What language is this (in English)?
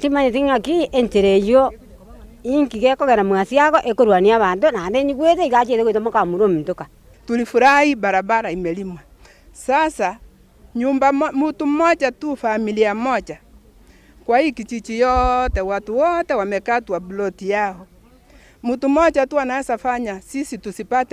Gusii